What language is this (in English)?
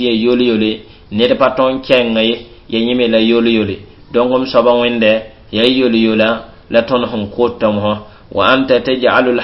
Mossi